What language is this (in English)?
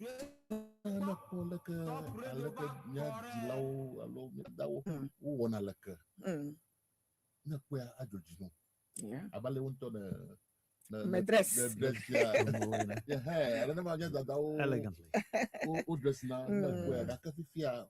Ewe